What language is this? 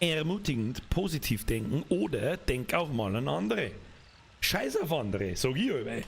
Bavarian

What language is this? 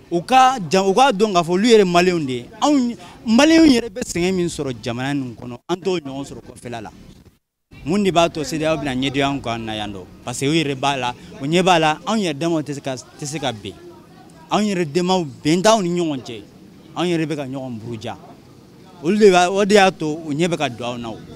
Bambara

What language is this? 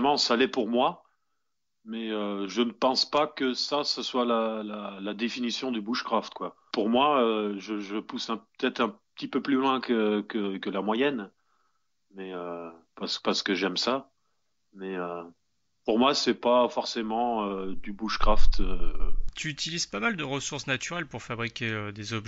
French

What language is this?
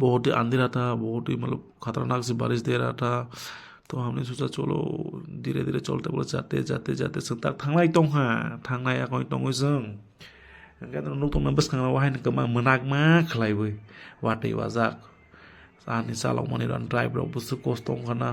Kok Borok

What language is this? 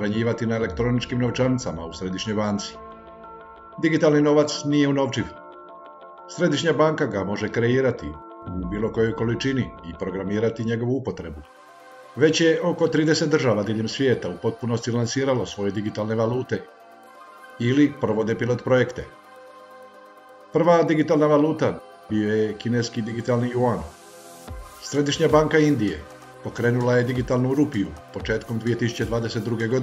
Croatian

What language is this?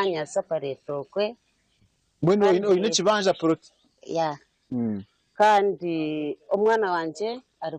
Nyankole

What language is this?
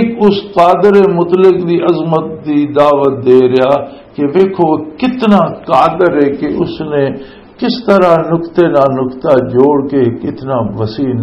Western Panjabi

